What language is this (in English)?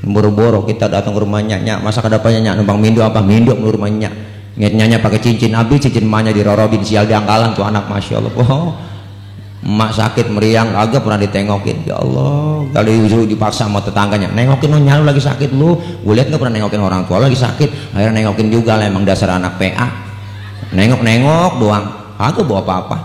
Betawi